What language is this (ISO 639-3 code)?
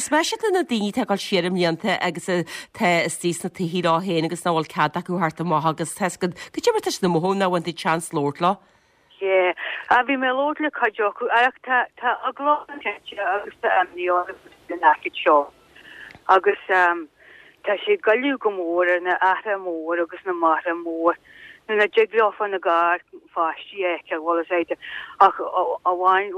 gle